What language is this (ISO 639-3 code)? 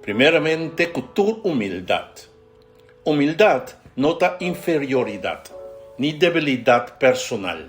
pap